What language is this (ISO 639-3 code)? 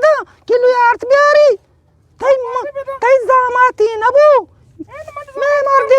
bgp